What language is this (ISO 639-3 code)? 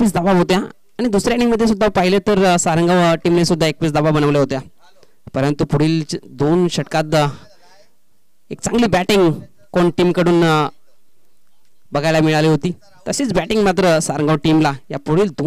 mar